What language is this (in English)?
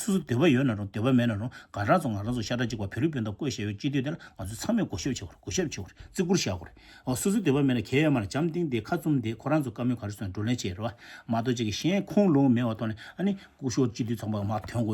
Tibetan